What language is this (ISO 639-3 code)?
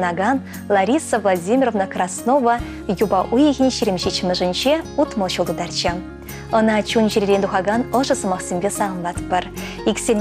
chv